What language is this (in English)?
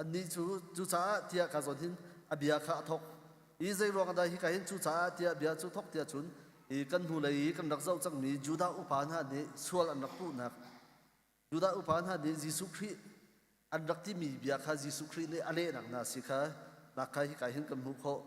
Hakha Chin